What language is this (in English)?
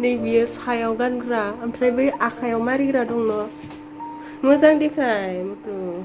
Bodo